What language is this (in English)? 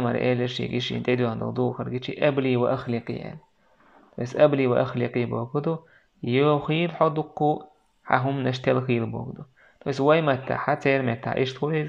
Chechen